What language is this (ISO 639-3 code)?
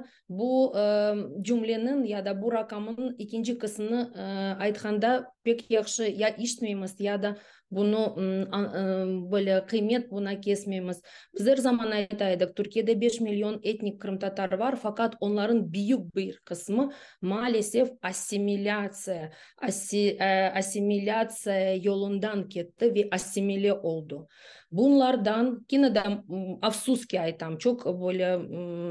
crh